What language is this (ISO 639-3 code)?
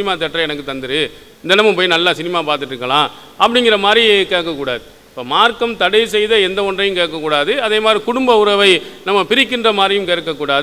tam